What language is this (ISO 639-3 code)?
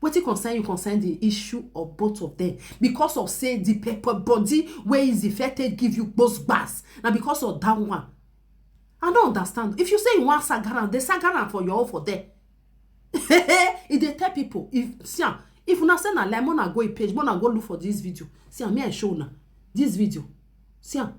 pcm